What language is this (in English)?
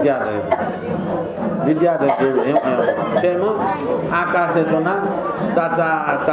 Newari